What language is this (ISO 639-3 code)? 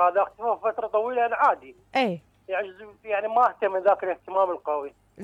acm